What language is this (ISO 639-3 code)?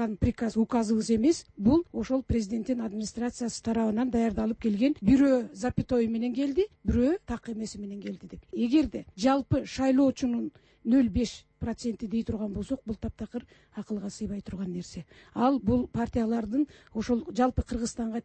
kir